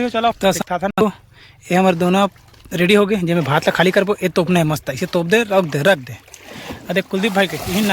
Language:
Chhattisgarhi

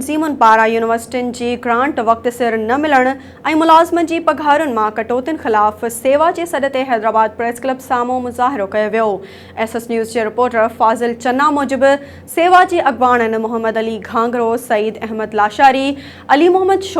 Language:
Sindhi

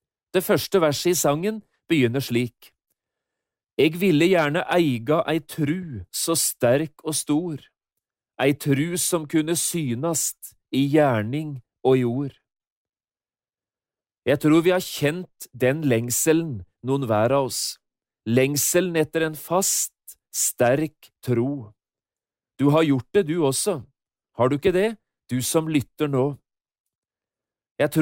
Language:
Norwegian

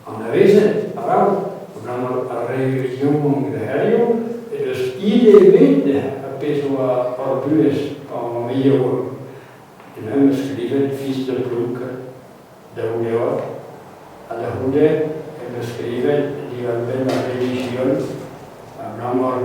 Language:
Breton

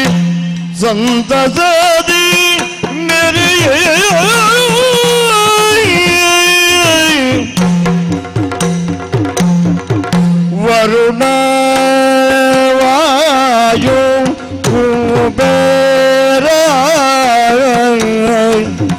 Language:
Kannada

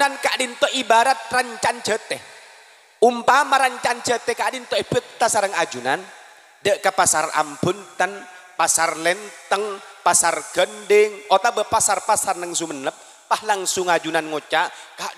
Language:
Madurese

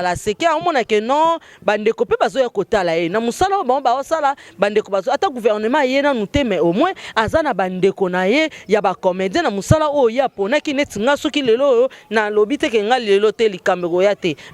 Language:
Lingala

